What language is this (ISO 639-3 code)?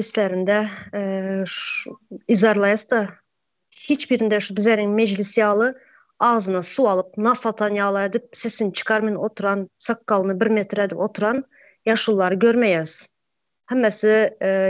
tuk